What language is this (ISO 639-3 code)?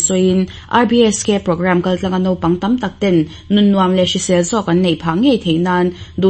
lus